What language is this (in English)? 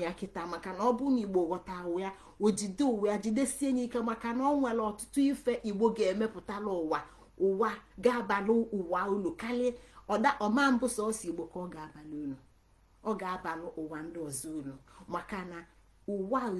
Igbo